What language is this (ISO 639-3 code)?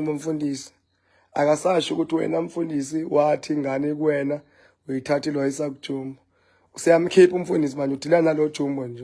zul